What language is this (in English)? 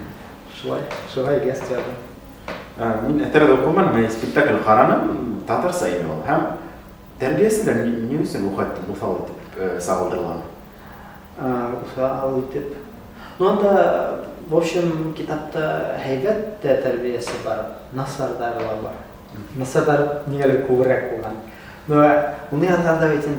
Bashkir